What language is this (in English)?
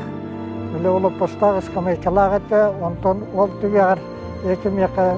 Yakut